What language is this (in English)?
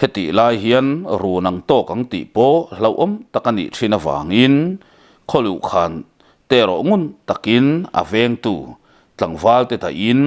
Mizo